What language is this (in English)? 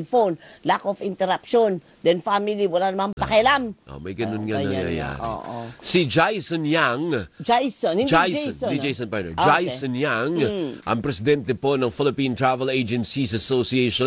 Filipino